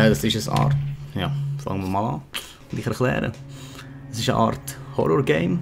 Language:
Swiss German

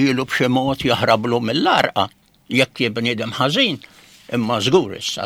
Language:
Maltese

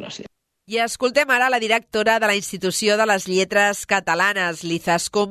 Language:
Catalan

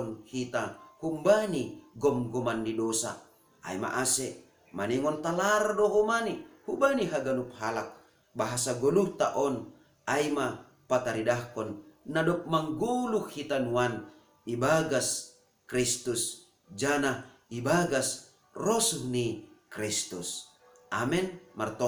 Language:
Batak Simalungun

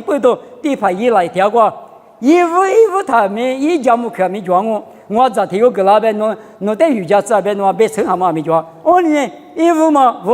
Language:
Lisu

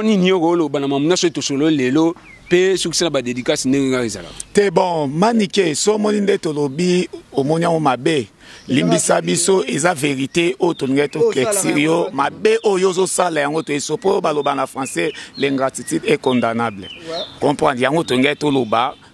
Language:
Lingala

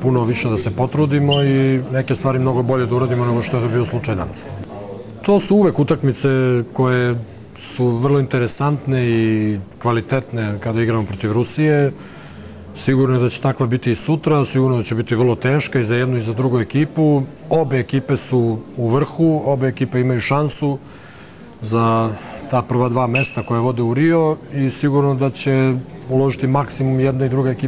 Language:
Serbian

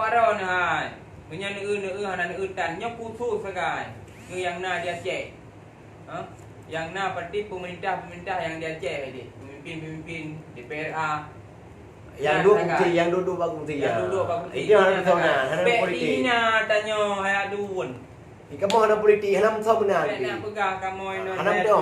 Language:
Achinese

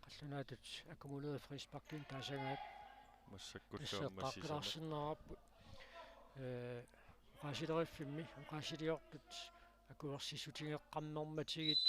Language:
Kalaallisut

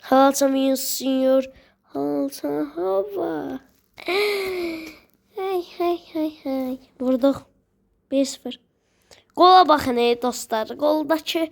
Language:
Azerbaijani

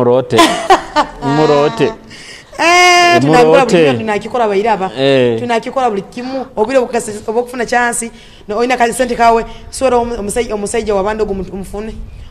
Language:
Nyoro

